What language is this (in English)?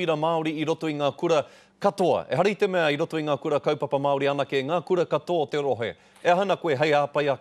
Māori